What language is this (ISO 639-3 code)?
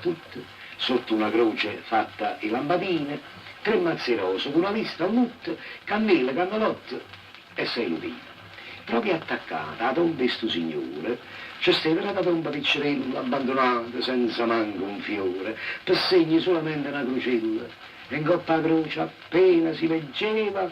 nap